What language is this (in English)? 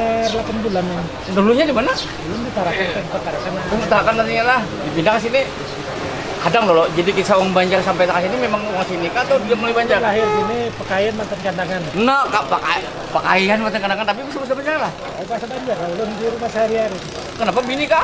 Banjar